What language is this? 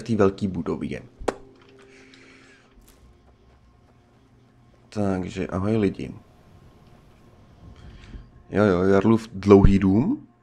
Czech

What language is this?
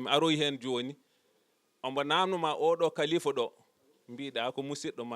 Fula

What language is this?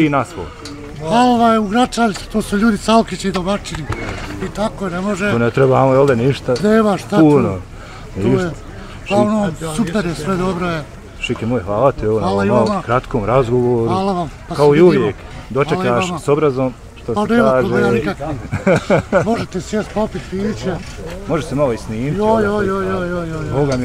Bosnian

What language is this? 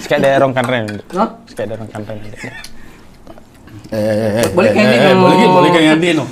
Makassar Malay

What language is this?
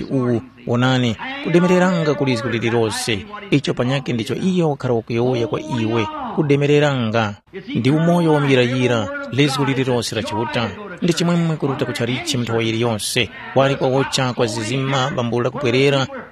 Tumbuka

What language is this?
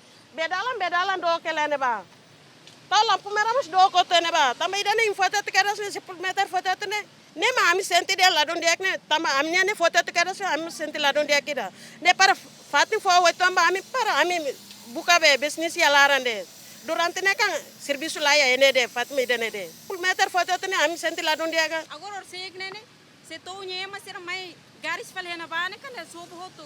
Tetum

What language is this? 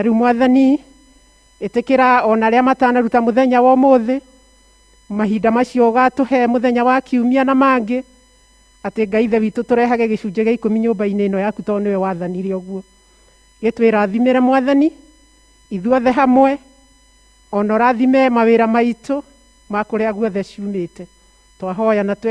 Kikuyu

